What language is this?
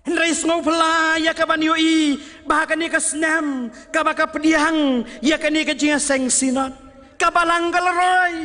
Khasi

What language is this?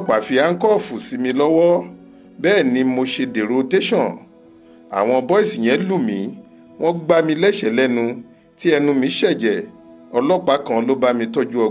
Yoruba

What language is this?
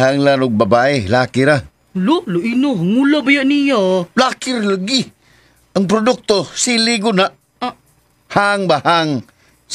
Cebuano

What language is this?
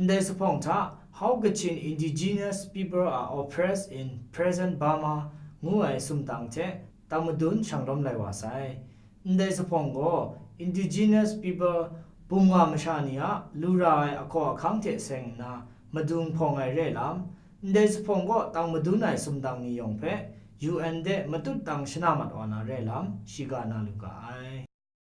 Kachin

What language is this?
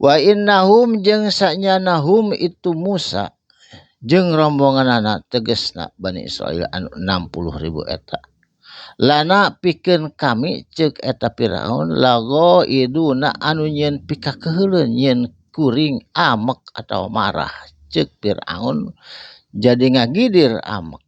Sundanese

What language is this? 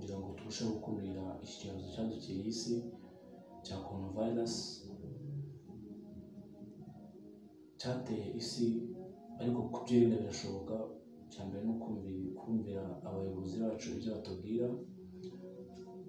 Kinyarwanda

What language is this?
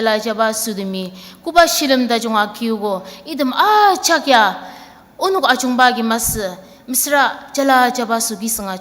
Ao Naga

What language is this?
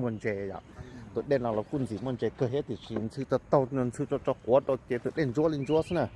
Hmong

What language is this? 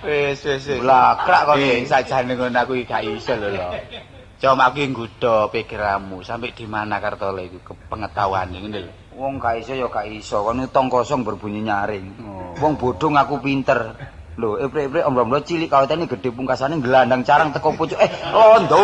Javanese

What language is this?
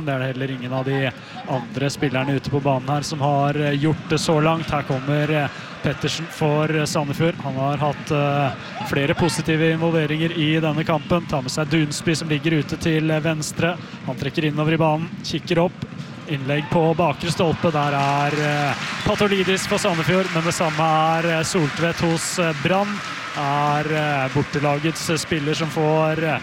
Norwegian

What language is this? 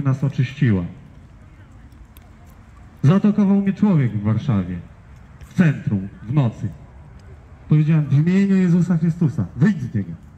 Polish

